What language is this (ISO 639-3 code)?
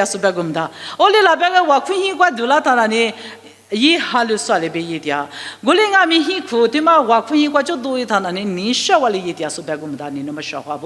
lis